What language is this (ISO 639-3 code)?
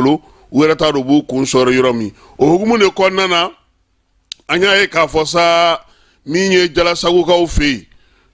bam